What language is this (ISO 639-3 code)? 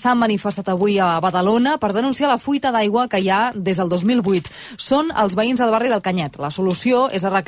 cat